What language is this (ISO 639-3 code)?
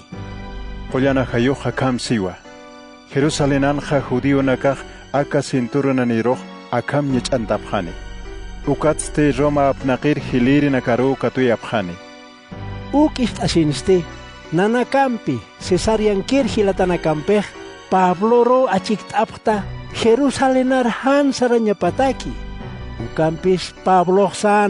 aym